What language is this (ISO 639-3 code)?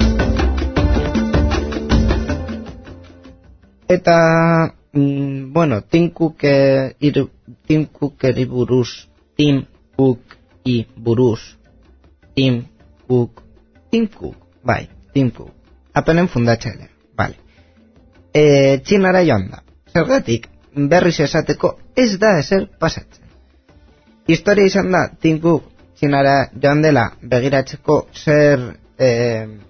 eus